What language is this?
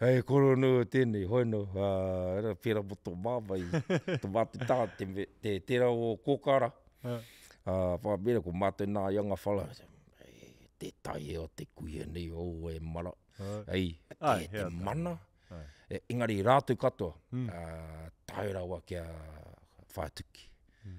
Māori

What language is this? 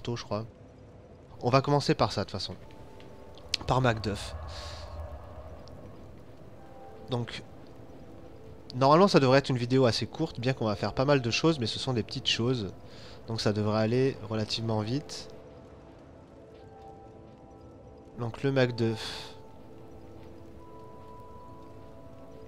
French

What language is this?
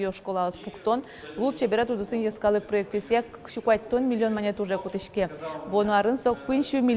Udmurt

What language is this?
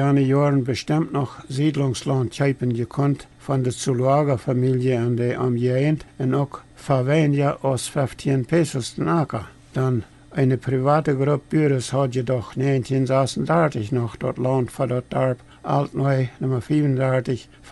Plautdietsch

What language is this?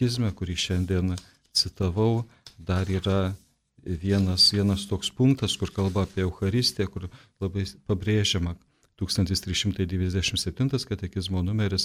Lithuanian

